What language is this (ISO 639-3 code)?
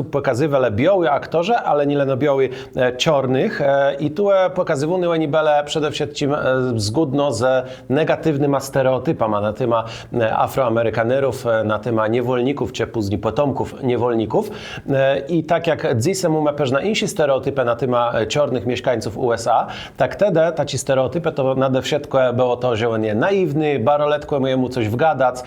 csb